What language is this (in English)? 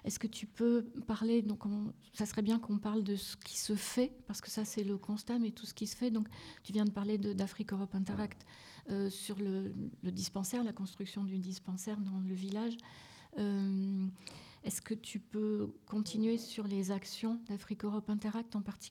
French